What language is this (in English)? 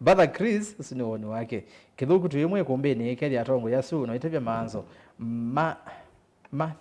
Kamba